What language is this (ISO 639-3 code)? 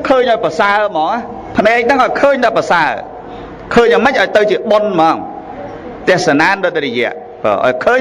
khm